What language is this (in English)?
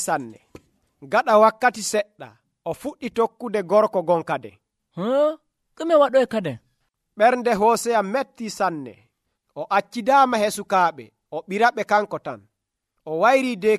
Nigerian Fulfulde